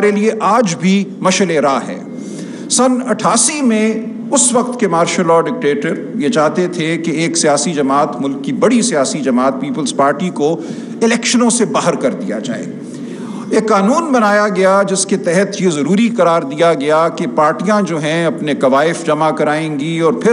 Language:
Urdu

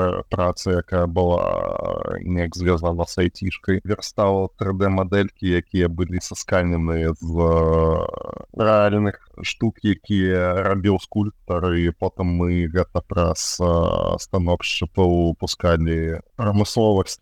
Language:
Belarusian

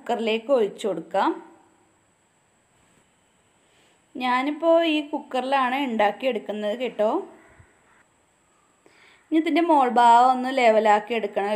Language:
Malayalam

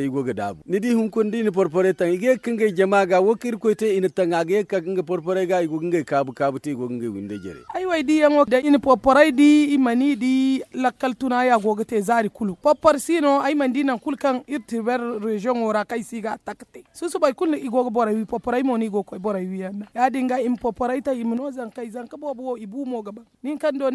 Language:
Zarma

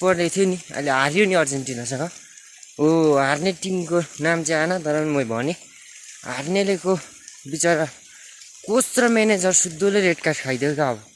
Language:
Nepali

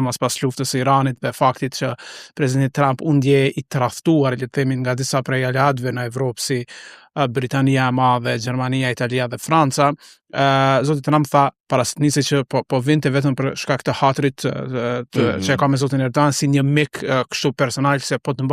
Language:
Albanian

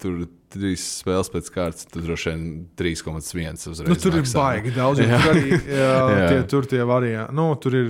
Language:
Latvian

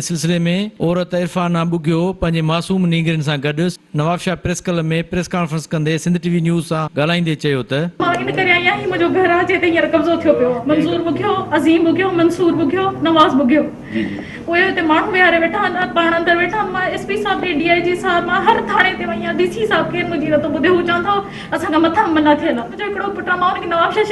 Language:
Sindhi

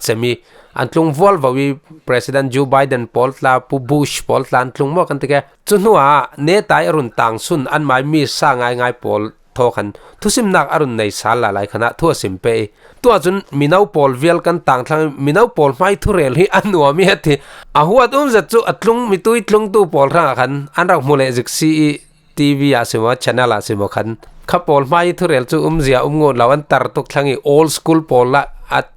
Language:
Falam Chin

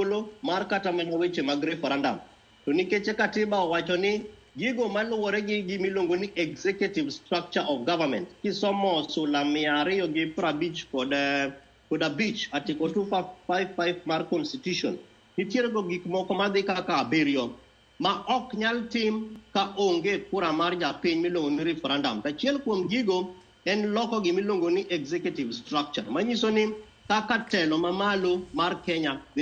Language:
Luo (Kenya and Tanzania)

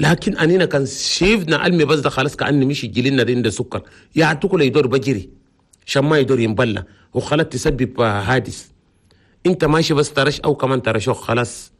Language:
Chadian Arabic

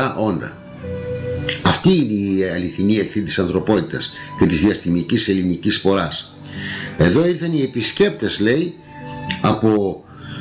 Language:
Greek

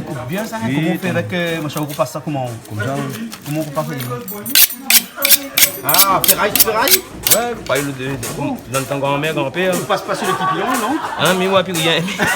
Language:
Réunion Creole French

